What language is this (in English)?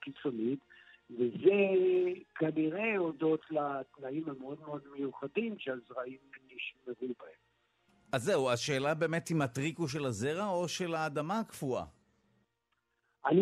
Hebrew